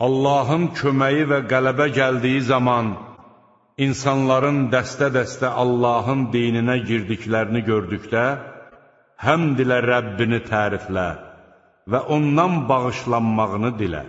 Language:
Azerbaijani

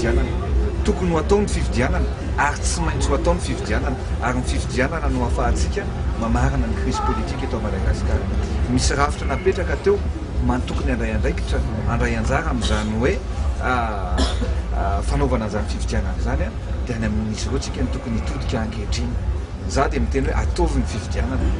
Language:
Malagasy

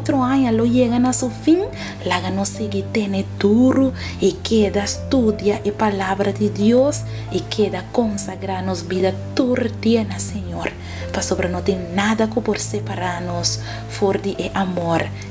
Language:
Papiamento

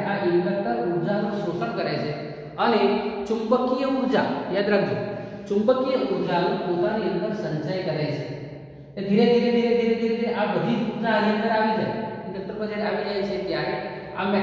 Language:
Gujarati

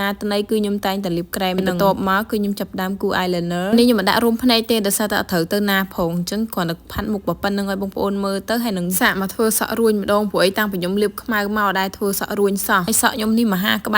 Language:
Khmer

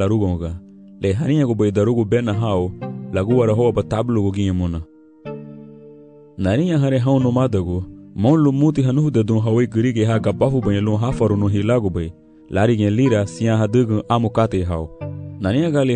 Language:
Garifuna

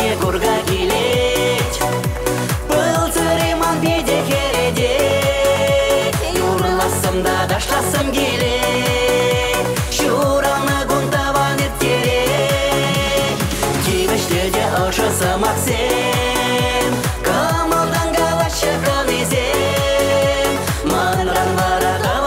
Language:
Chuvash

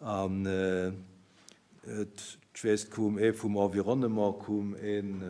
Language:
Luxembourgish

